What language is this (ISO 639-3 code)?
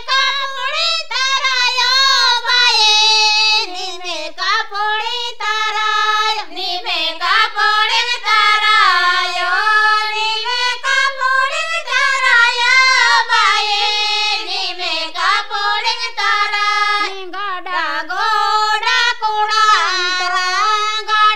gon